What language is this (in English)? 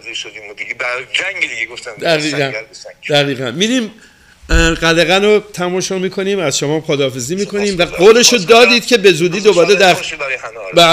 Persian